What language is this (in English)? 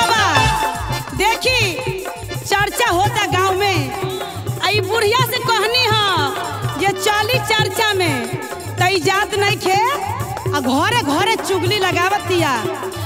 Bhojpuri